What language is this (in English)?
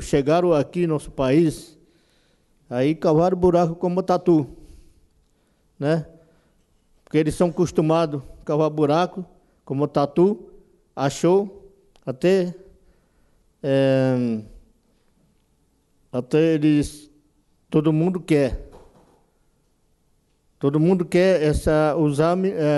Portuguese